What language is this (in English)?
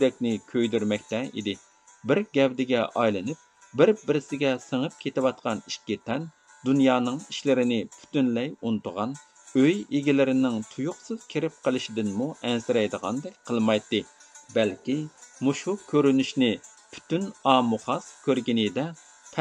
Uyghur